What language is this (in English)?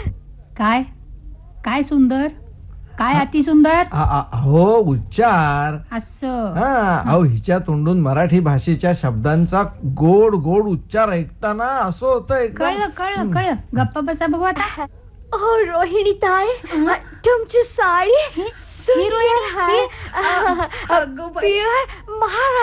Marathi